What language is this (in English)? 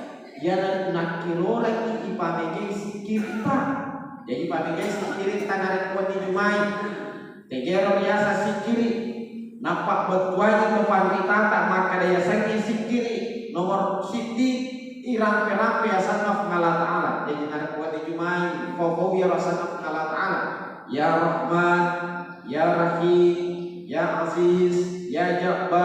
Buginese